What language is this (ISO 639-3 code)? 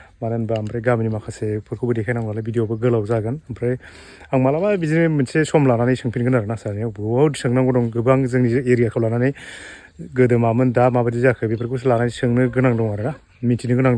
brx